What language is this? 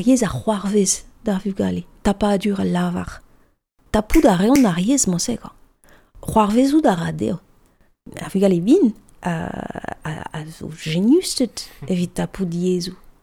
Breton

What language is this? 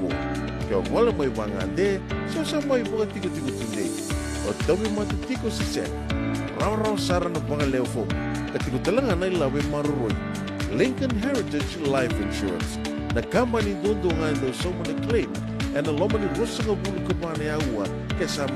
Fijian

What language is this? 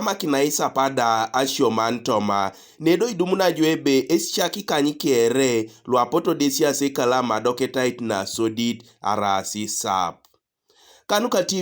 Teso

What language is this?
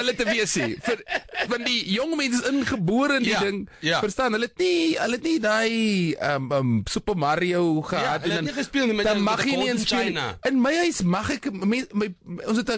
Afrikaans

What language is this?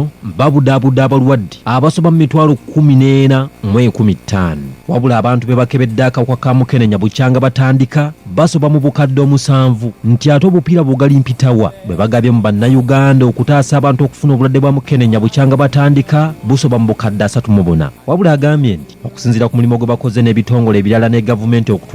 Ganda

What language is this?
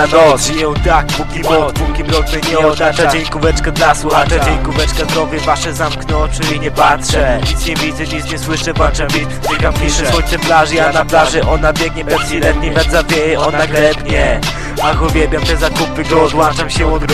Polish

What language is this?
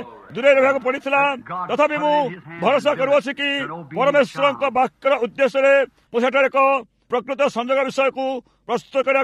Odia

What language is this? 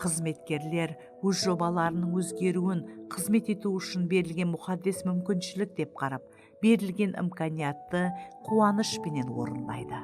Kara-Kalpak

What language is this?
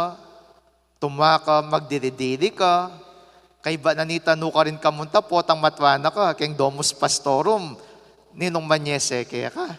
Pampanga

